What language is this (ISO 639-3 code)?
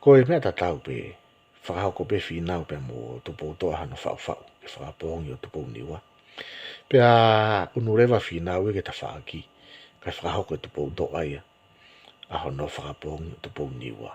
ton